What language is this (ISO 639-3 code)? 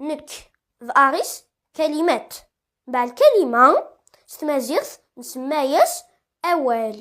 kab